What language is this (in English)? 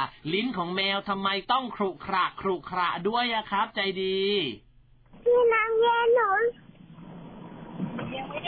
Thai